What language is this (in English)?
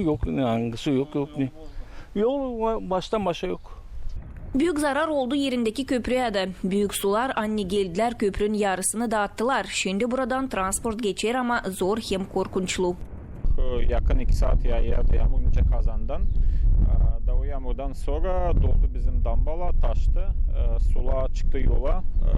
Gagauz